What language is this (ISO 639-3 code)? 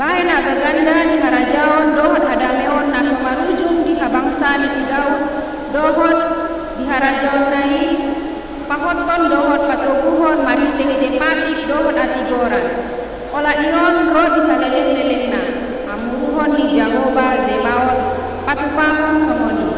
bbc